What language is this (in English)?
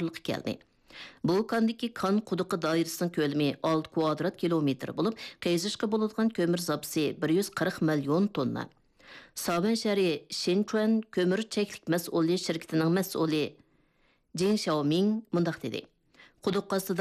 Uyghur